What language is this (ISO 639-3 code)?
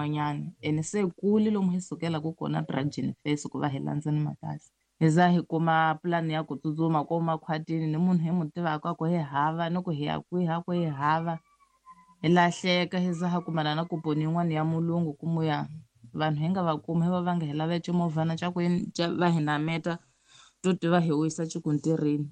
tso